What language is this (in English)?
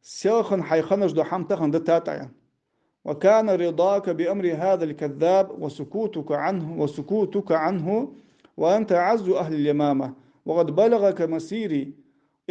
Ingush